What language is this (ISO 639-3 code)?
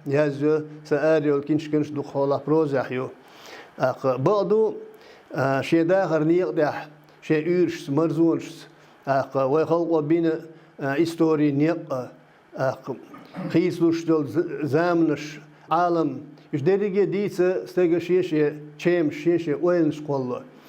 che